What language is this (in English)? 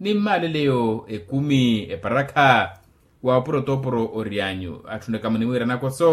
Makhuwa